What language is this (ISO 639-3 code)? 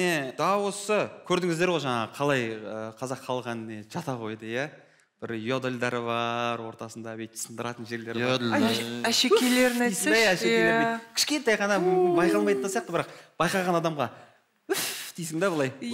kaz